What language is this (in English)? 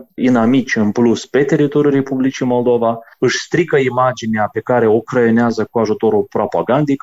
Romanian